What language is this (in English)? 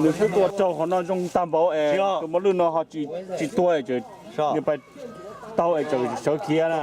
Hmong